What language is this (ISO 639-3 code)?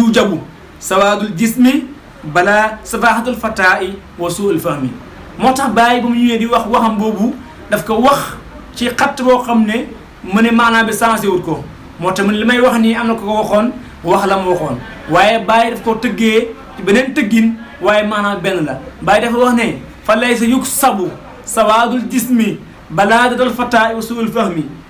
wol